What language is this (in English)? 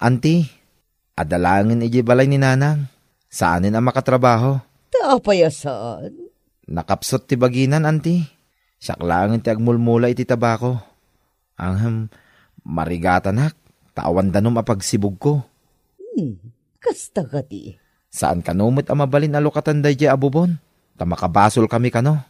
Iloko